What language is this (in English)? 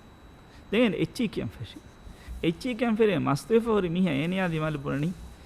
Divehi